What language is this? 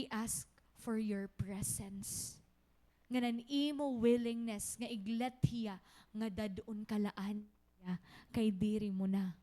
Waray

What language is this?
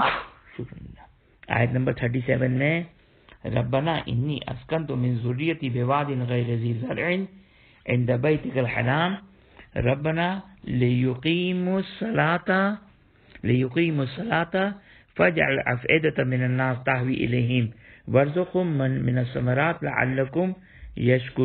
Urdu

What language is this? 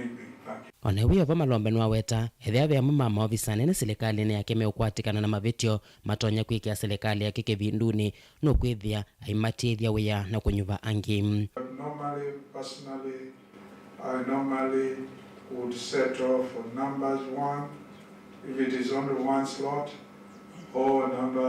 Kamba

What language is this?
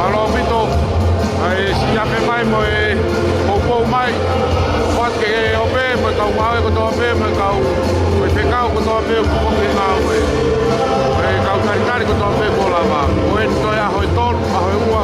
Tongan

